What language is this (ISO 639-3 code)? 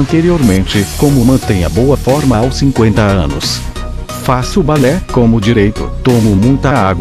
por